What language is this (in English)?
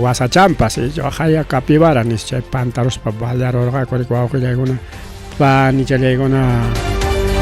Ayacucho Quechua